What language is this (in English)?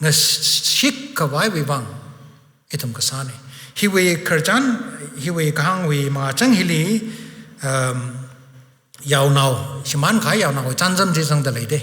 Tangkhul Naga (India)